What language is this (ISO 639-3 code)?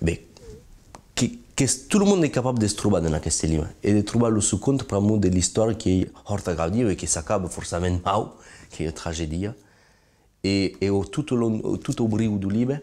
oci